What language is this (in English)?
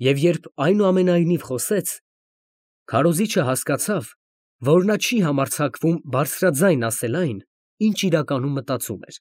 Armenian